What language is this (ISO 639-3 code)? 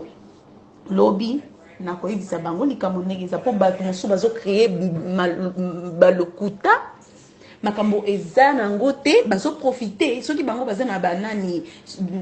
lin